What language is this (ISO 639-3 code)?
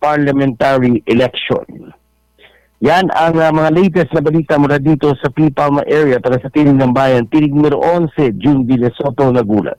ceb